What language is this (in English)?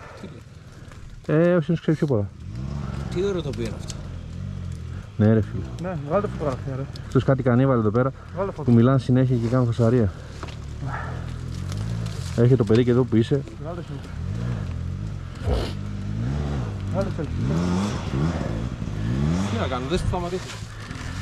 Greek